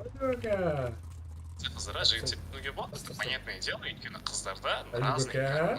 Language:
Kara-Kalpak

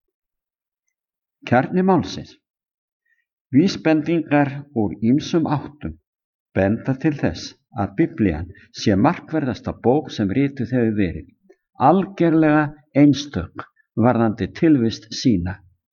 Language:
Icelandic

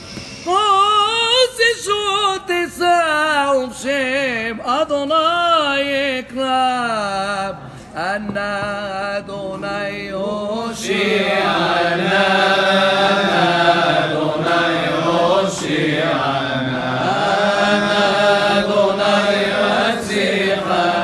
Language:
Hebrew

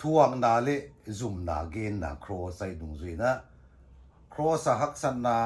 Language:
Paite Chin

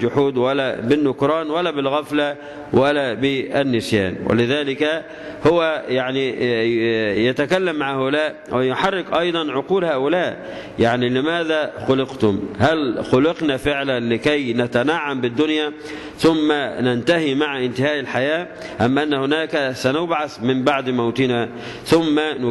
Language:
Arabic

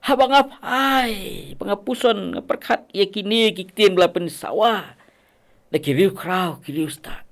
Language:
Khasi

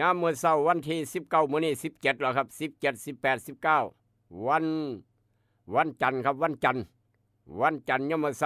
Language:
Northeastern Thai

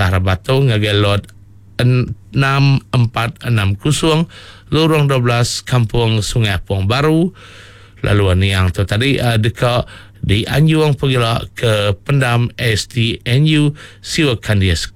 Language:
Iban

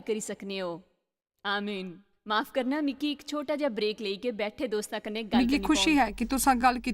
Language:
Dogri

